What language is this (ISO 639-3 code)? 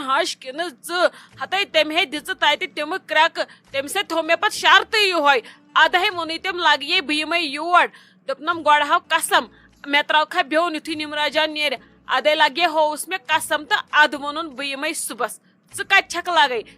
kas